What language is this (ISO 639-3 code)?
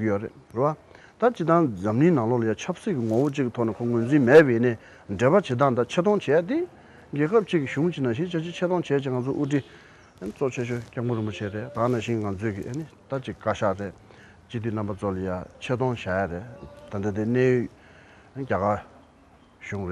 bod